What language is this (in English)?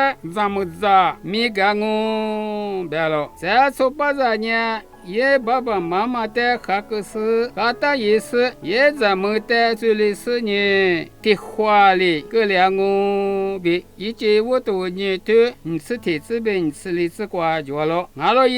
Lisu